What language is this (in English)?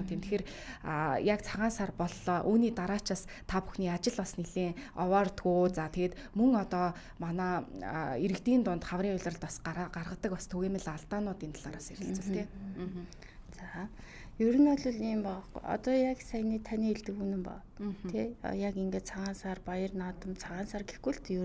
Mongolian